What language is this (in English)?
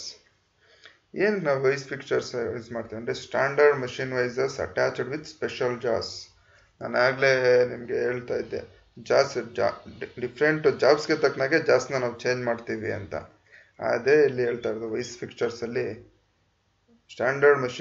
Kannada